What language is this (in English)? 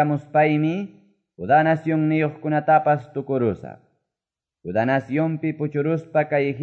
Quechua